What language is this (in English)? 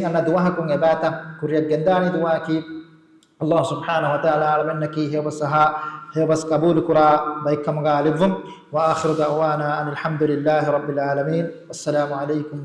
Divehi